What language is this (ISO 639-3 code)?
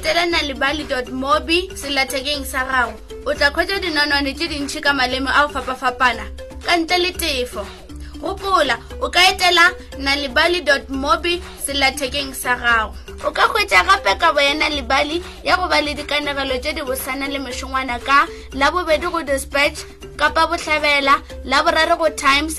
nso